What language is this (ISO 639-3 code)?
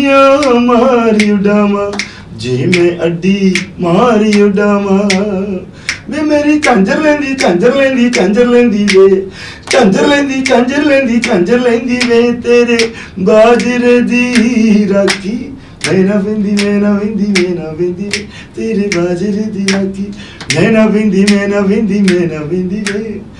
pan